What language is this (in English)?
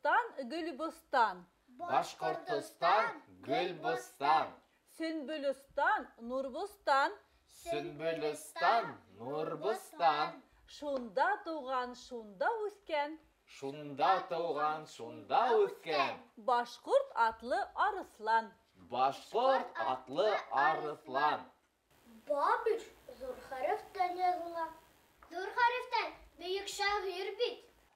Bashkir